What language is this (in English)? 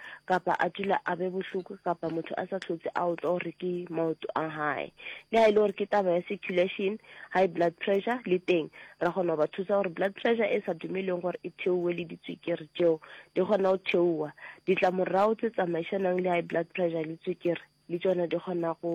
Northern Sotho